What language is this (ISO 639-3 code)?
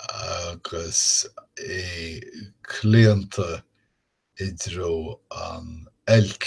gle